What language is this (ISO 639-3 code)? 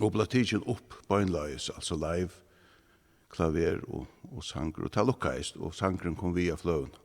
fao